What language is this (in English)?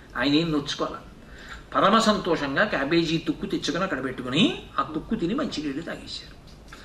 Telugu